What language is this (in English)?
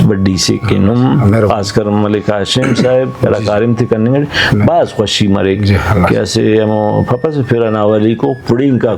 Brahui